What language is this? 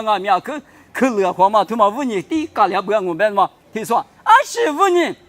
Lisu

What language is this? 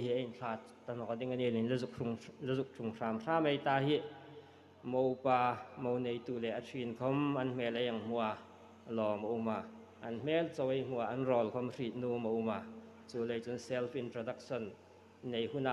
Hmar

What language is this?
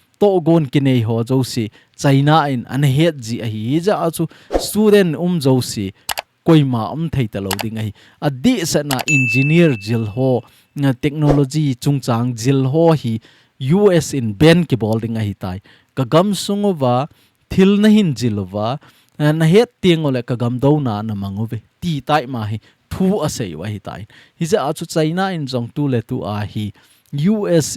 Thado Chin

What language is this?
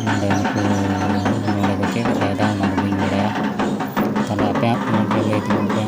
Santali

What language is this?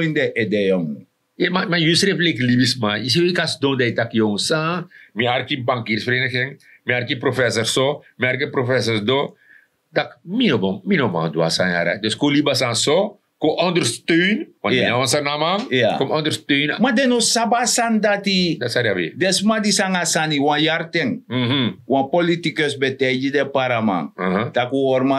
Sranan Tongo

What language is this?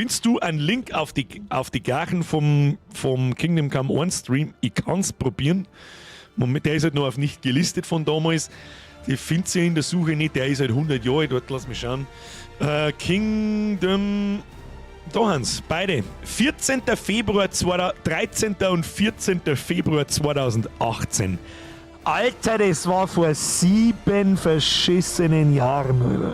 Bavarian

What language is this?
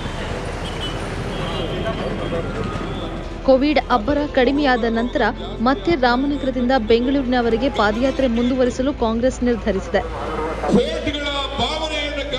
Kannada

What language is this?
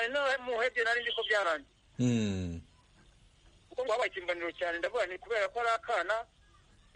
Kinyarwanda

